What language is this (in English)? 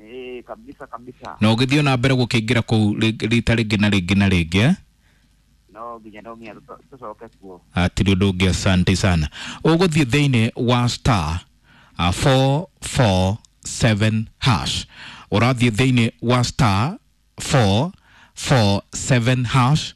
Kikuyu